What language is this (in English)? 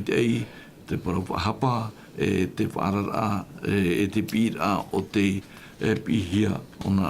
Tahitian